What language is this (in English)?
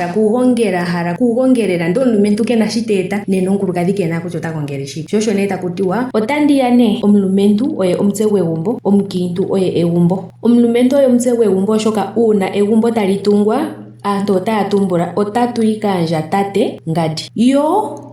Ndonga